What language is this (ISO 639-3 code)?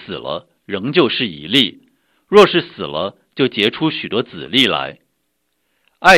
zho